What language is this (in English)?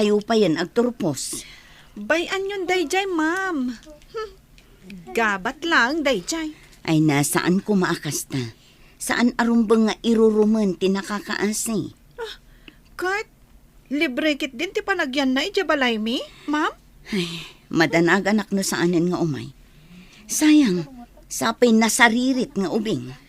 Iloko